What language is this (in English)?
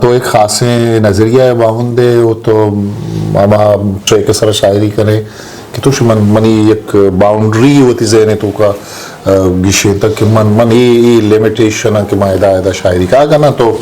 Eastern Balochi